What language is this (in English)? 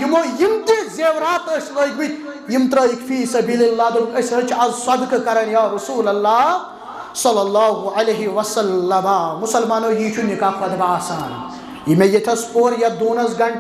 Kashmiri